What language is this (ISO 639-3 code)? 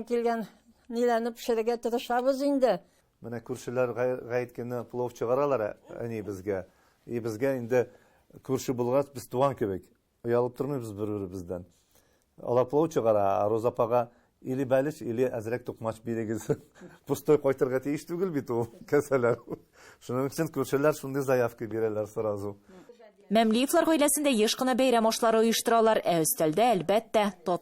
tat